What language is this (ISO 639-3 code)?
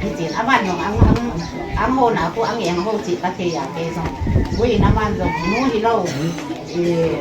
ctd